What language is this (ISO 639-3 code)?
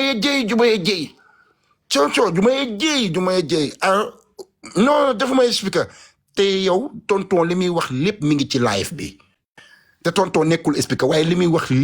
wol